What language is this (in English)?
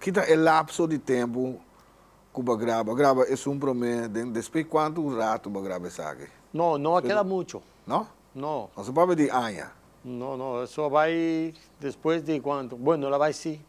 Papiamento